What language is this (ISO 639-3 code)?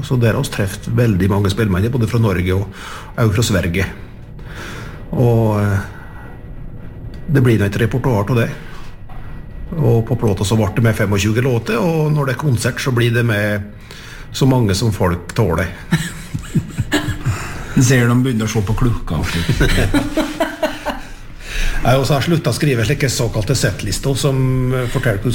nor